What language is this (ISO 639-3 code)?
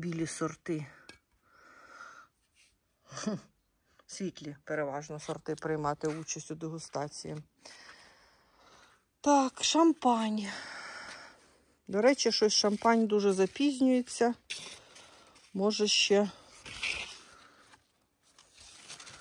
ukr